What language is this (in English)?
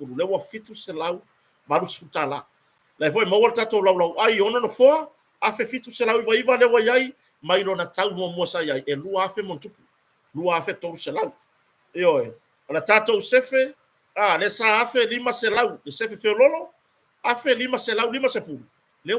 Samoan